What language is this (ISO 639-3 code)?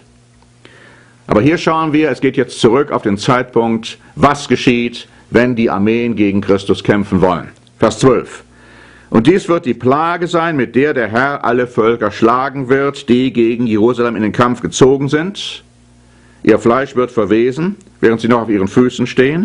deu